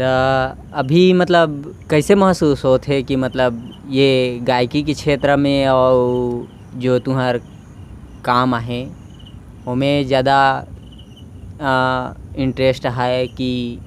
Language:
Chhattisgarhi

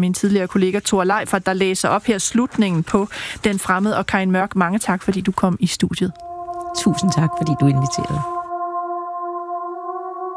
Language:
Danish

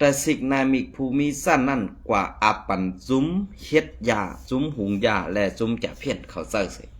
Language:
Shan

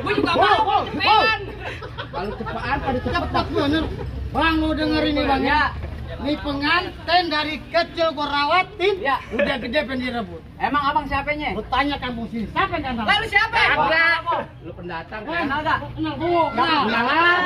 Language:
Betawi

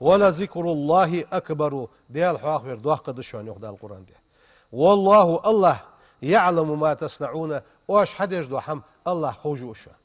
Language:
Ingush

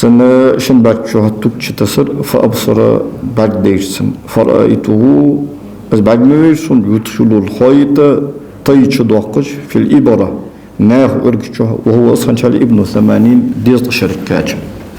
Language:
Ingush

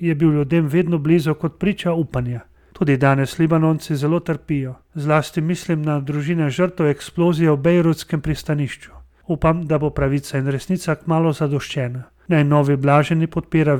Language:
Slovenian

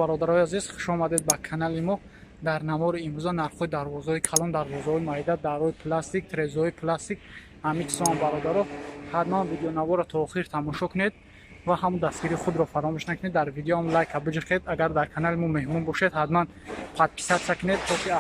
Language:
Tajik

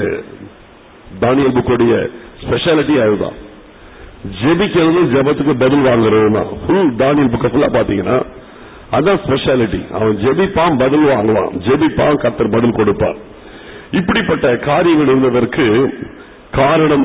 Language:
Tamil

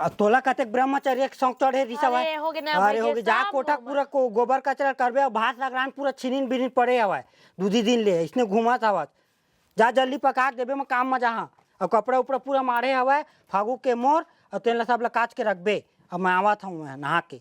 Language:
Chhattisgarhi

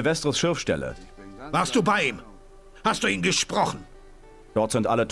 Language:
Bavarian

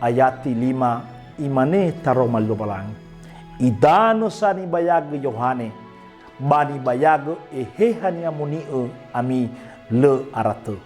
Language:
Nias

